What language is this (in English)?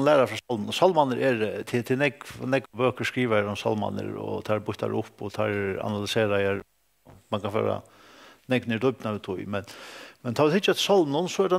Faroese